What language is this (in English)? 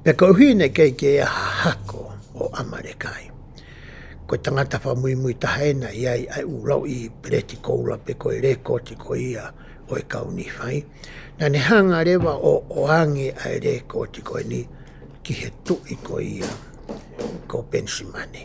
Tongan